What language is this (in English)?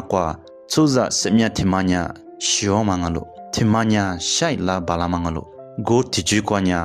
Lisu